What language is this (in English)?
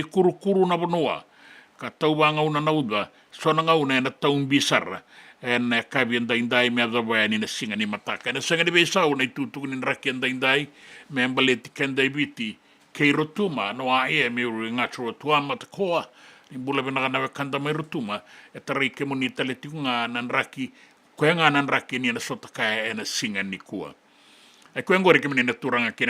Fijian